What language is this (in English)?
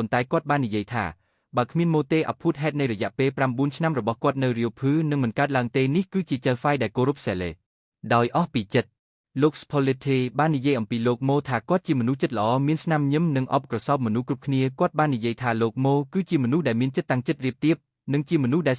Khmer